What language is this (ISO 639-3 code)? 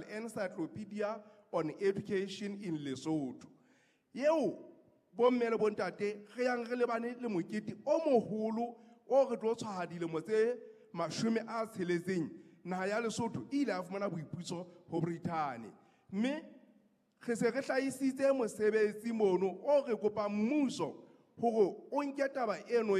sot